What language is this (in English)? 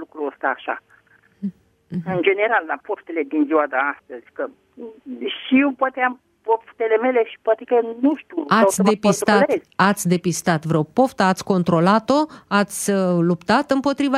Romanian